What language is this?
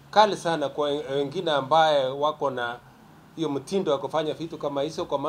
Swahili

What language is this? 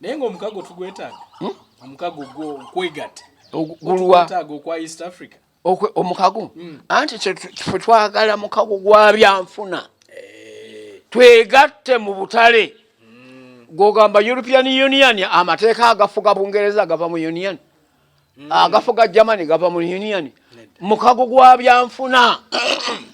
Ganda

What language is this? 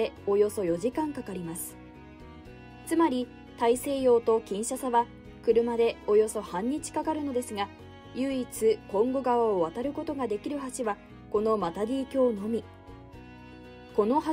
Japanese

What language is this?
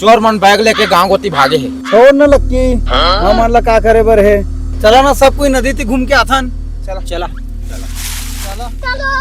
Chhattisgarhi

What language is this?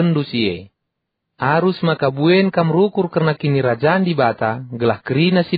Batak Karo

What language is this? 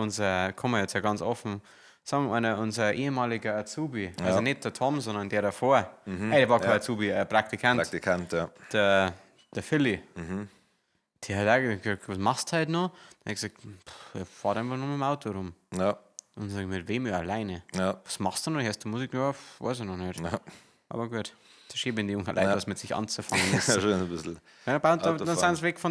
Bavarian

